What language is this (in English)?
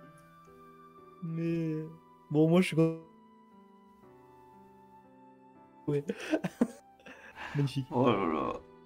French